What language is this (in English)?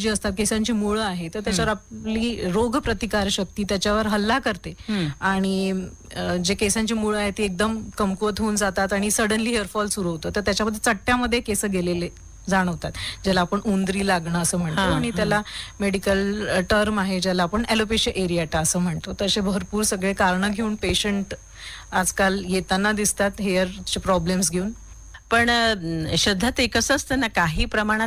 Marathi